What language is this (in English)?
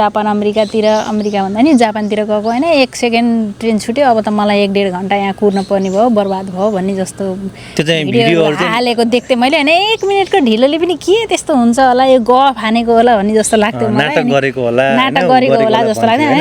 Nepali